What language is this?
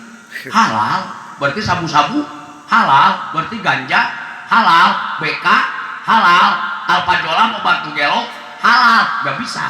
Sundanese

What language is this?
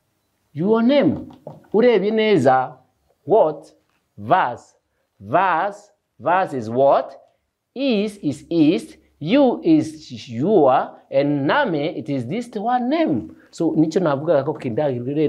Kinyarwanda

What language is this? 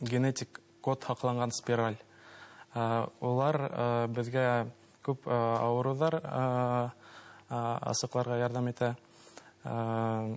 Bashkir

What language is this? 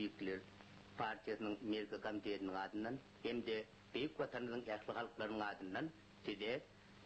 Turkmen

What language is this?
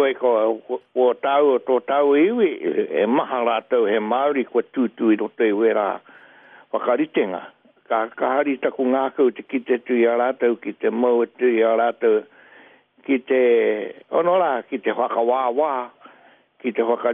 Māori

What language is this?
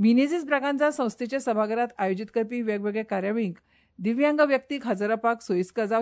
Konkani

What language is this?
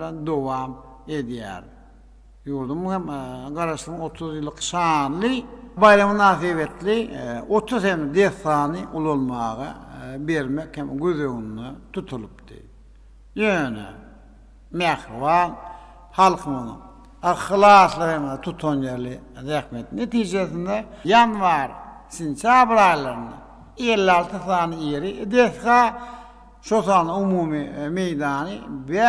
Turkmen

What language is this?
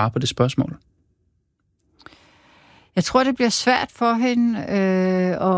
Danish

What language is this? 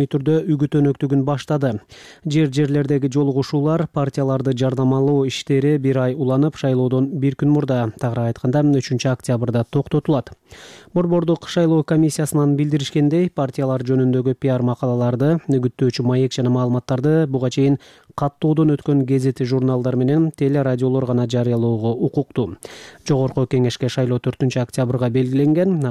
Kyrgyz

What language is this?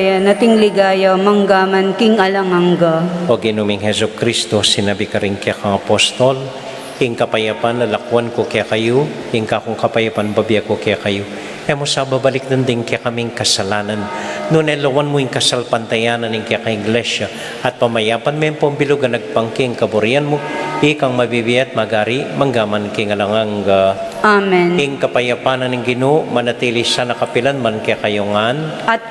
Pampanga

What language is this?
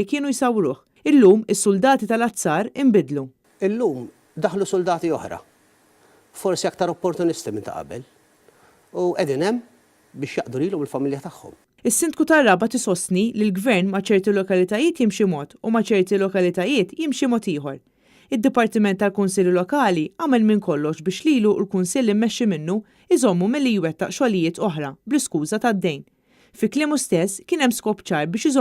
Maltese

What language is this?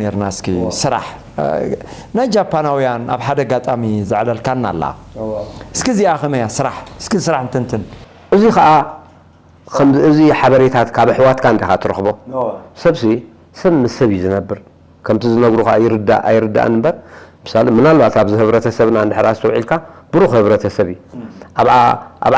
Tigrinya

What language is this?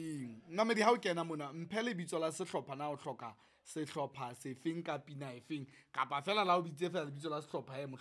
Southern Sotho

